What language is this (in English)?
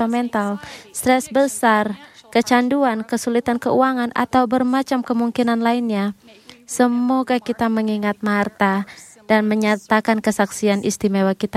Indonesian